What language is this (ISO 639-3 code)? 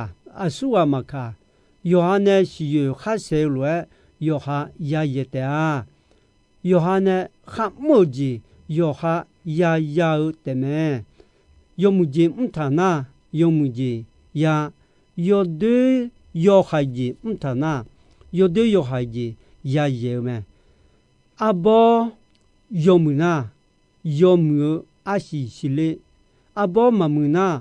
ahk